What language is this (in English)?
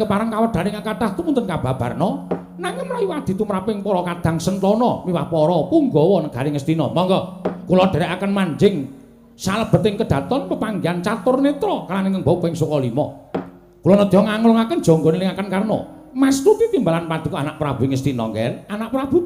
Javanese